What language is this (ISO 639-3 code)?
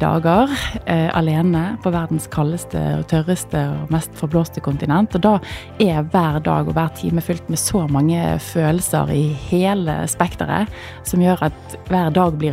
nor